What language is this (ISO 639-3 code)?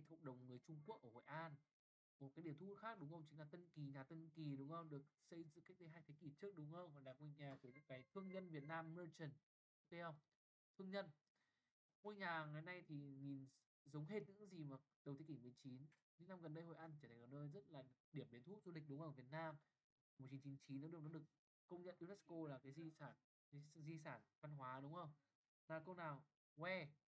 vie